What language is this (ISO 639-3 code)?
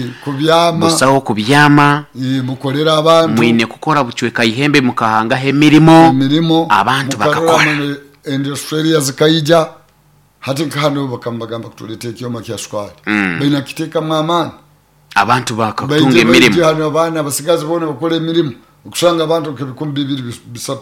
nyo